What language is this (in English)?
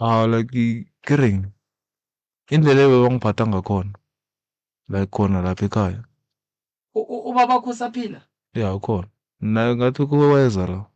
Northern Sotho